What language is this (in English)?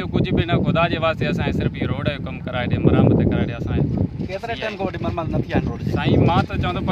Sindhi